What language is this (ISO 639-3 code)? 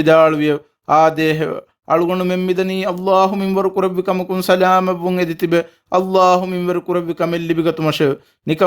div